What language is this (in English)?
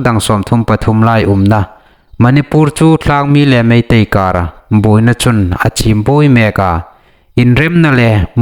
Hmar